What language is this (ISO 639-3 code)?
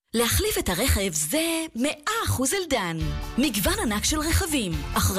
heb